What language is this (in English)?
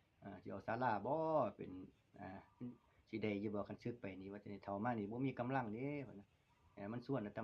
Northeastern Thai